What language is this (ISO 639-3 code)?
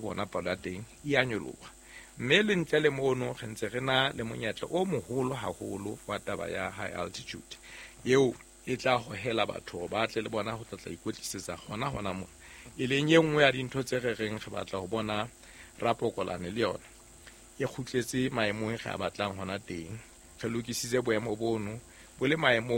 sot